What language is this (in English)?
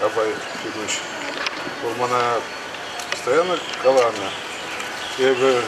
Chuvash